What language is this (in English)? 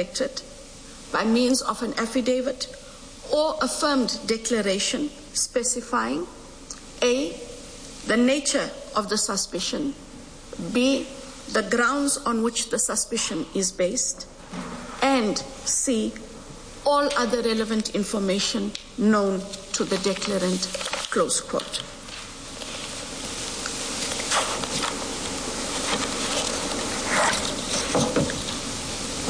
English